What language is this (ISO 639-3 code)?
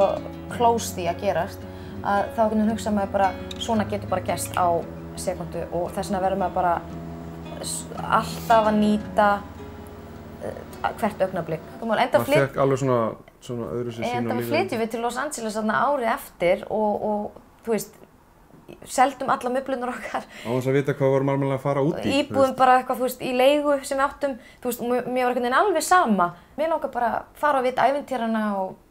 isl